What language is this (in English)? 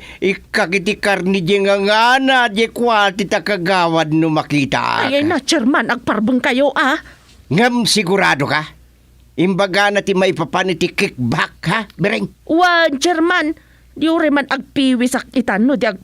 Iloko